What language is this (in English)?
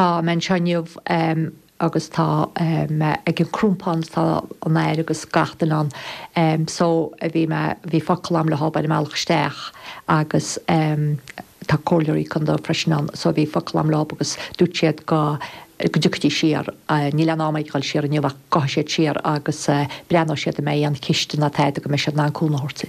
Irish